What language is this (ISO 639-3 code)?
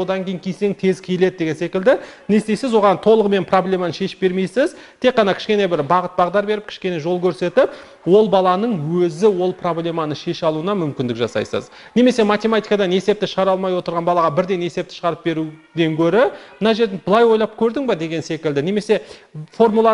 kaz